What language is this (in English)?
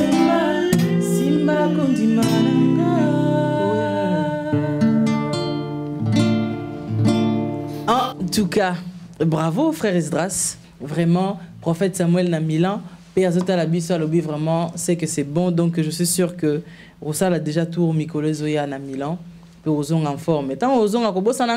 French